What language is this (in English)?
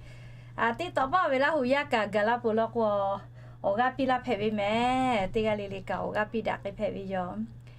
Lahu